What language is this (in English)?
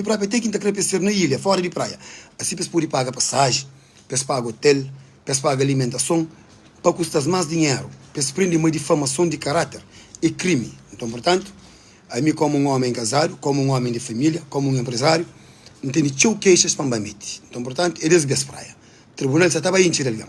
Kabuverdianu